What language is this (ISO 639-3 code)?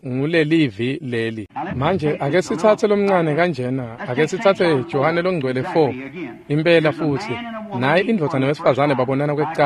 ssw